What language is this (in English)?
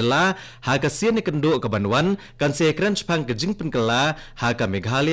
Khasi